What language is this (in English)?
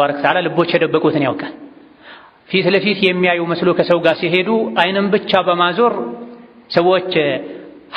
Amharic